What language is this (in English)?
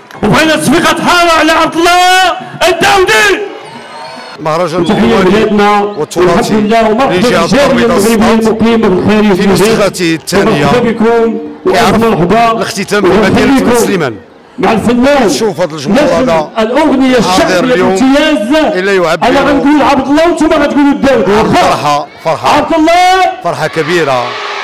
Moroccan Arabic